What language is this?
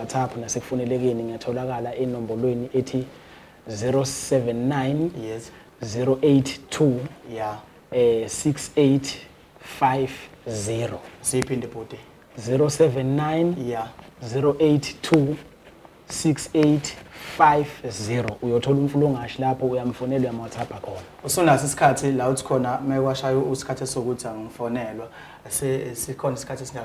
Zulu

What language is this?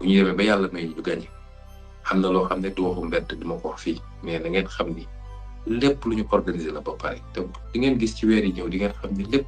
Wolof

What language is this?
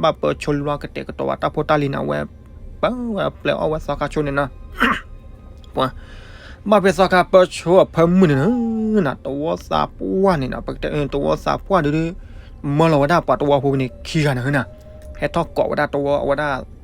S'gaw Karen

